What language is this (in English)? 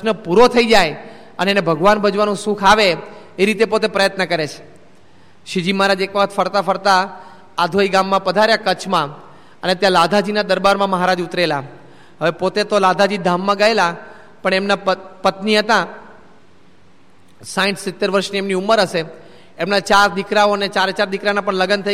Gujarati